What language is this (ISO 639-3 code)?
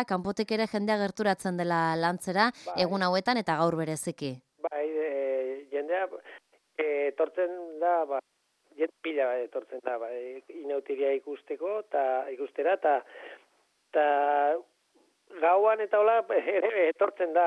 eus